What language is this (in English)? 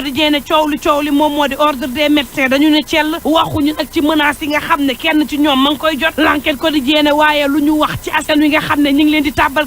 Wolof